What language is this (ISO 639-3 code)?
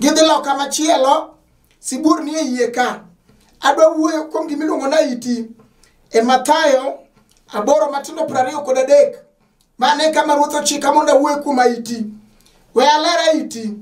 luo